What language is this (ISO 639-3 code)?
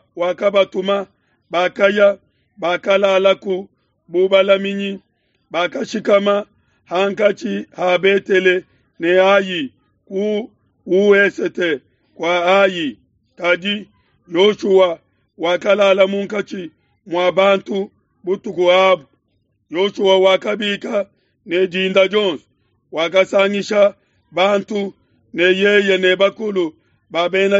lua